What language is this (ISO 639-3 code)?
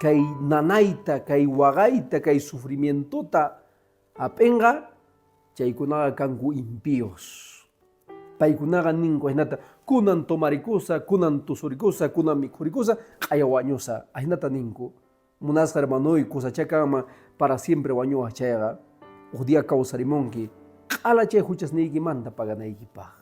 que